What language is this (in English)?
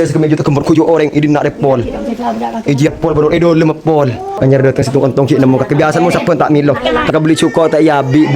Madurese